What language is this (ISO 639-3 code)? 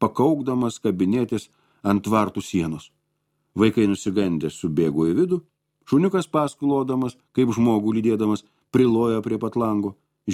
lit